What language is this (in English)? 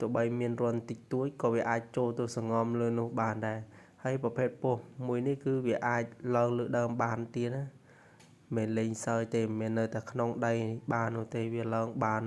Khmer